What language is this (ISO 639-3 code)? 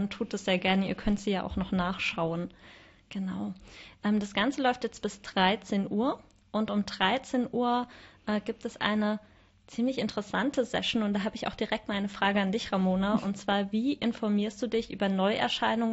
deu